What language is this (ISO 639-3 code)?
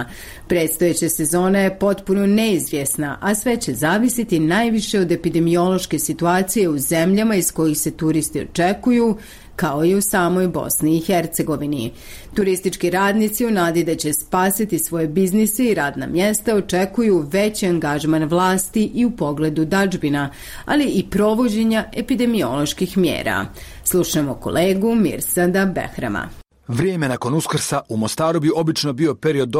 bos